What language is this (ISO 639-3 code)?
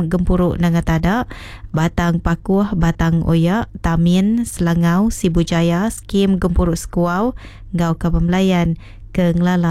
iba